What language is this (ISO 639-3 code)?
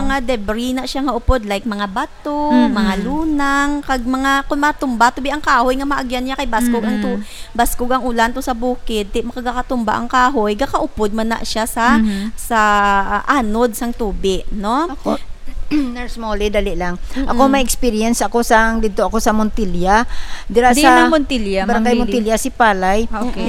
hil